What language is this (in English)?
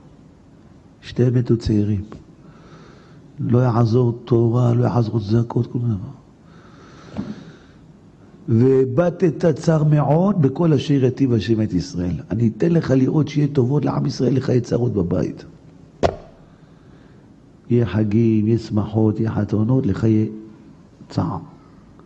Hebrew